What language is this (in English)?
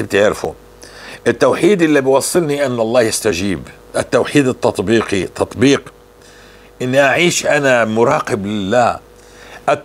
North Levantine Arabic